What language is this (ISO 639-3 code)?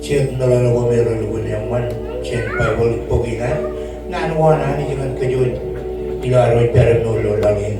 mah